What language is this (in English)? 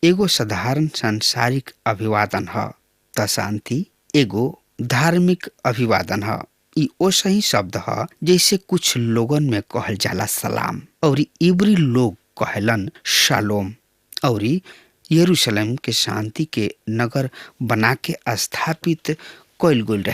Bhojpuri